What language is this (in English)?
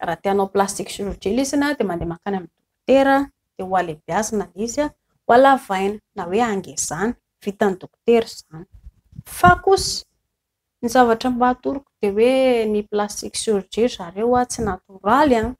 Malagasy